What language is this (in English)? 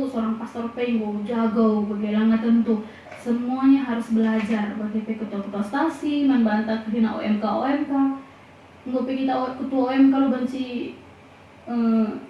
Batak Karo